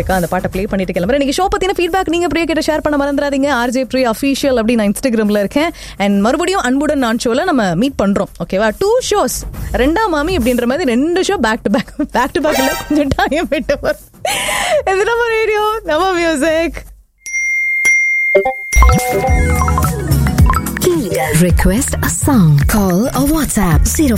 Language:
Tamil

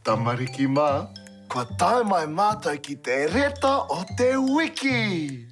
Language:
Māori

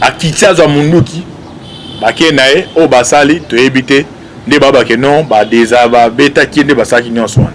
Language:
Lingala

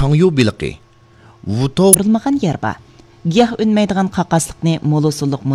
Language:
Uyghur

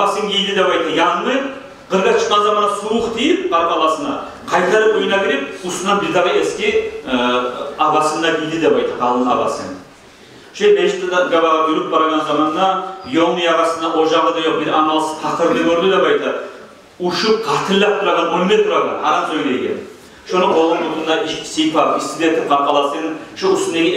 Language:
Kumyk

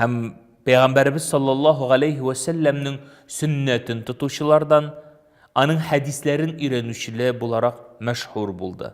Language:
Tatar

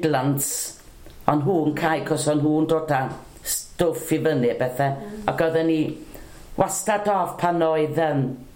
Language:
Welsh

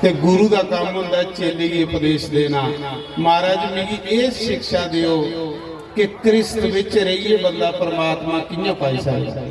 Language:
Dogri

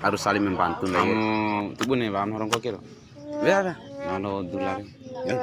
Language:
Bima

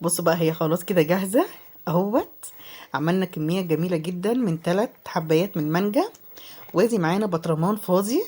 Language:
Egyptian Arabic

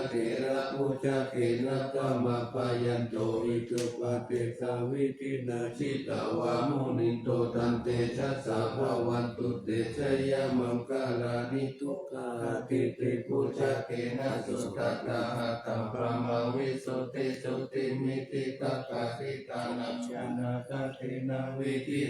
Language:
Pali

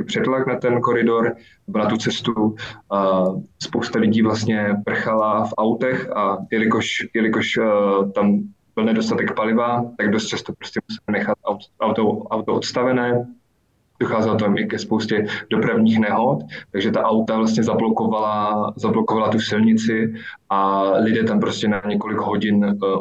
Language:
Czech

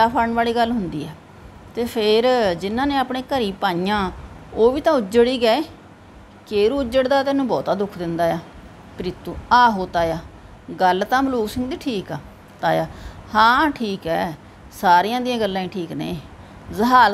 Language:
Punjabi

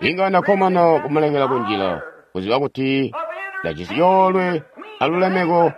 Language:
Tonga (Zambia)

